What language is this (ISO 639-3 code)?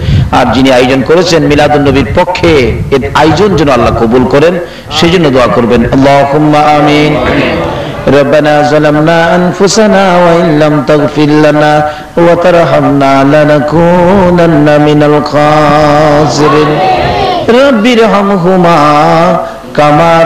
ben